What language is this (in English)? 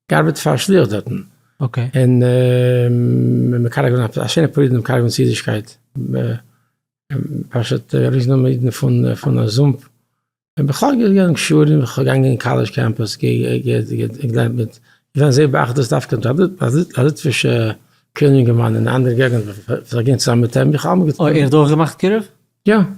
Yiddish